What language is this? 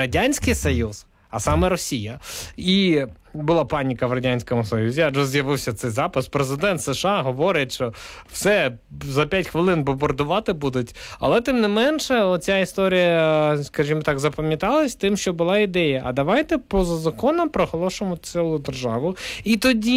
Ukrainian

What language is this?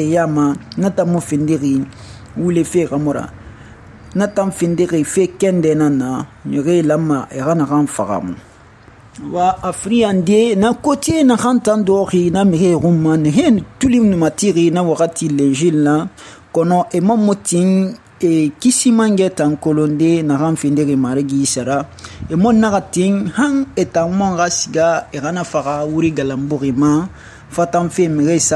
Susu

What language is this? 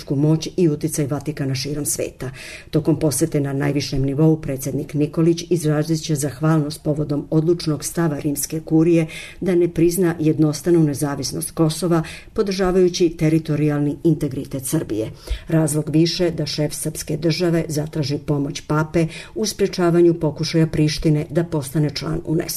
Serbian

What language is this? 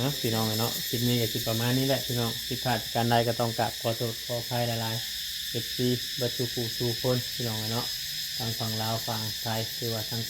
Northeastern Thai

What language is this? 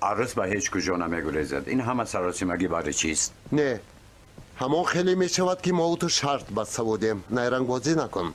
Tajik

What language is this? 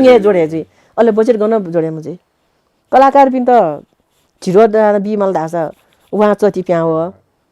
Newari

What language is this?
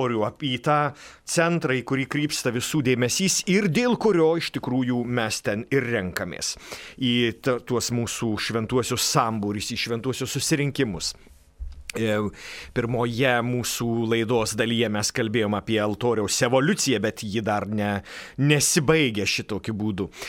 Lithuanian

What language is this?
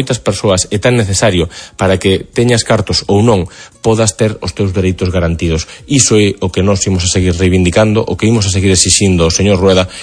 Galician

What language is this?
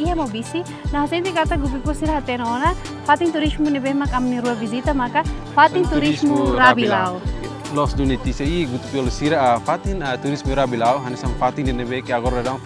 Tetum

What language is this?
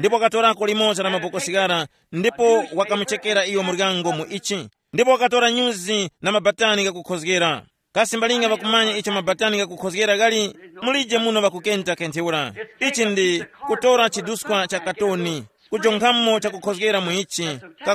Tumbuka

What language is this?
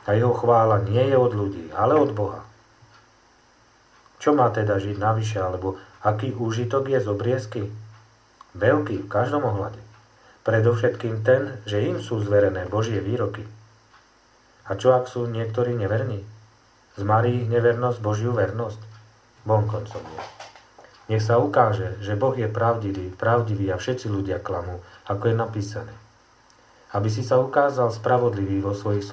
Slovak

